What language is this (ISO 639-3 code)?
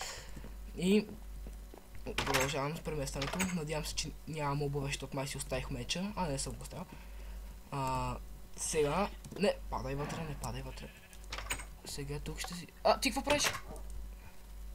bul